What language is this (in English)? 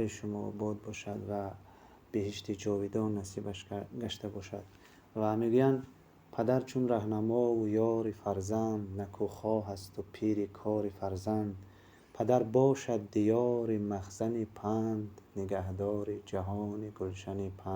Tajik